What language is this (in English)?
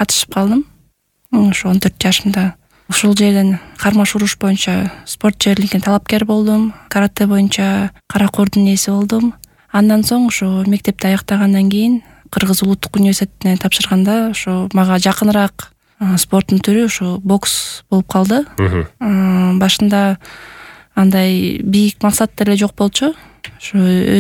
Kyrgyz